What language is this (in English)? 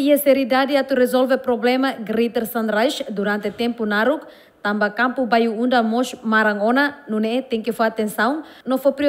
Tetum